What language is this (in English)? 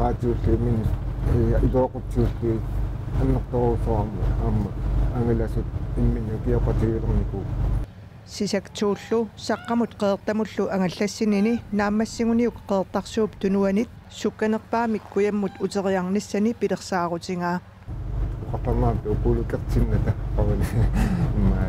Kalaallisut